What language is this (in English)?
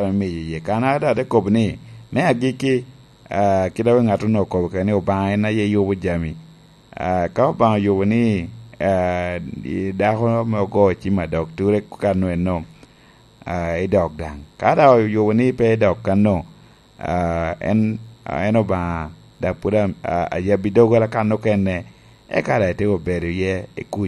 Lango (Uganda)